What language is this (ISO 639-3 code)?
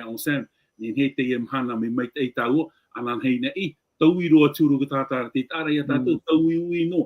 tah